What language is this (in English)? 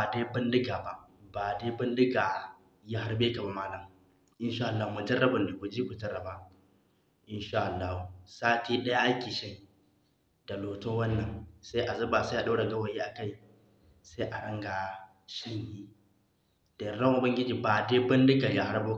Hausa